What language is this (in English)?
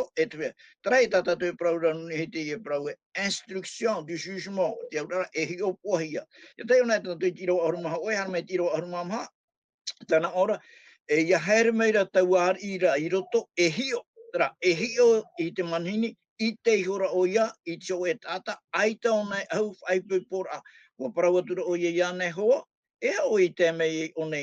Tahitian